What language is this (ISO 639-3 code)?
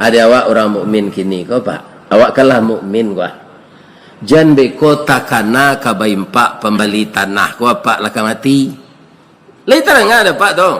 min